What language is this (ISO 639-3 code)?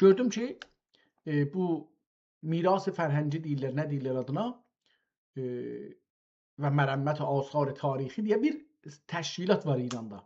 azb